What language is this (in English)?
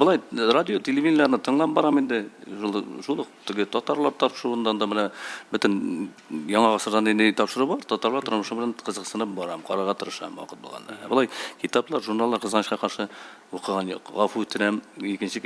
Tatar